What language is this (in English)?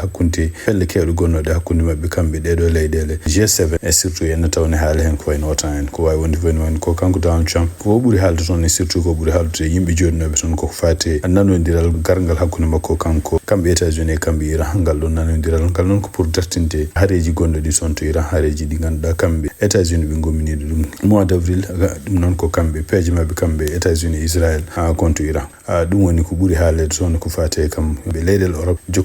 Fula